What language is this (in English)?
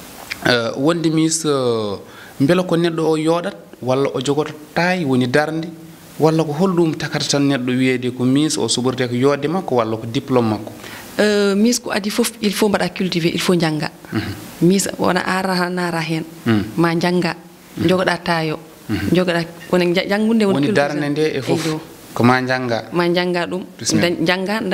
Fula